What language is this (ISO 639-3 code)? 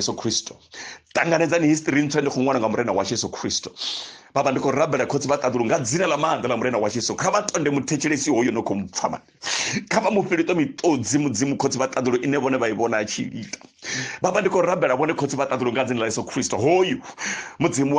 ven